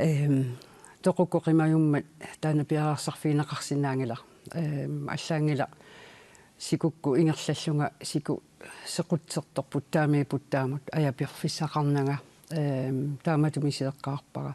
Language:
Kalaallisut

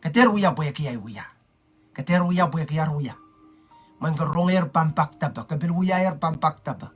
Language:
Pohnpeian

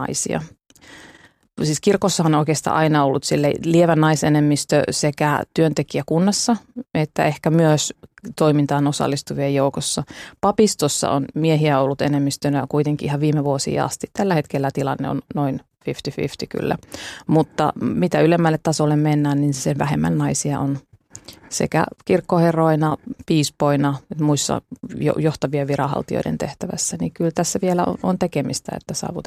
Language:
Finnish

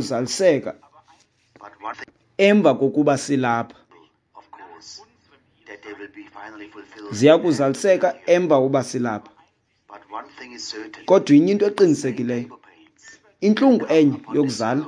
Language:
Xhosa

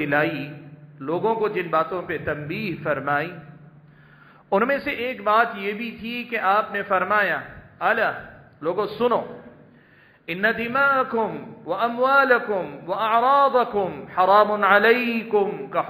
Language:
Urdu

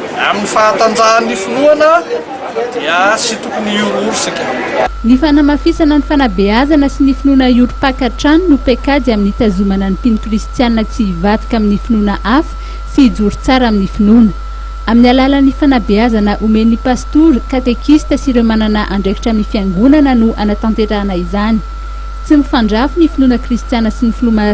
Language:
Malagasy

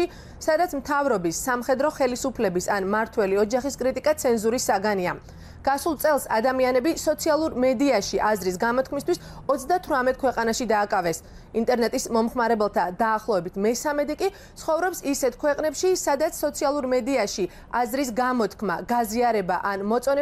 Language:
Georgian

